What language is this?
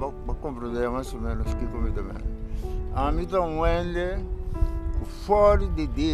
Papiamento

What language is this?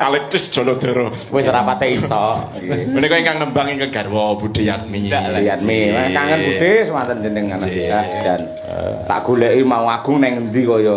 Javanese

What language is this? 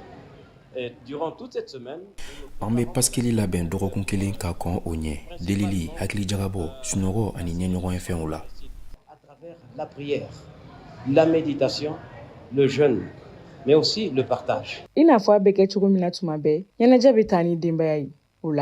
Bambara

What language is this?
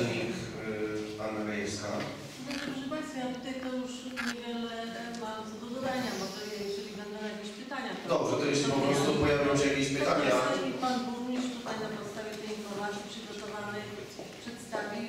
Polish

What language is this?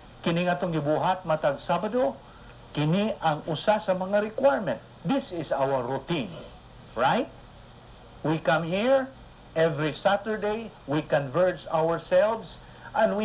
Cebuano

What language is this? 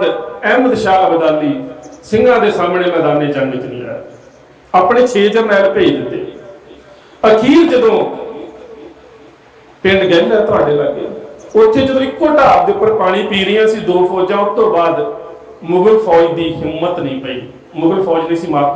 Punjabi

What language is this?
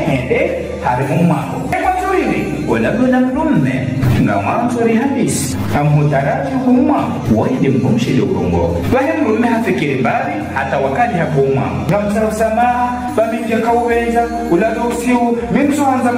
Ngazidja Comorian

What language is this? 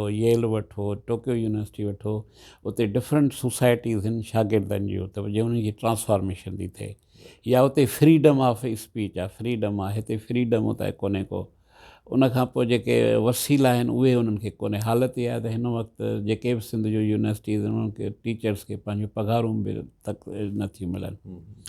Sindhi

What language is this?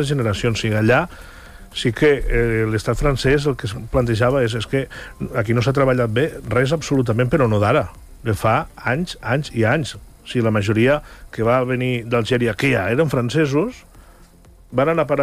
Catalan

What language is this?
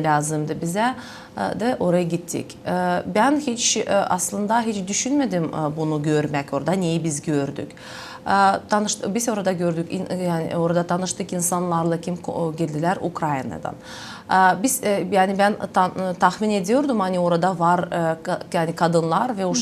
Gagauz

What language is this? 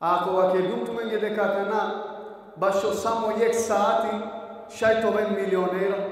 Balkan Romani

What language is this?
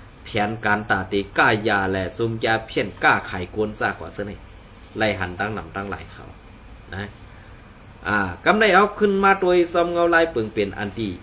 Shan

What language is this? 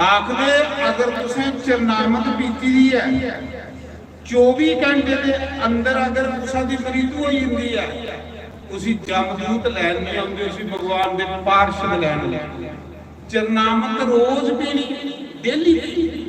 Dogri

